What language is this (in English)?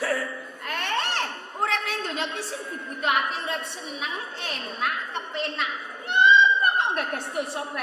Javanese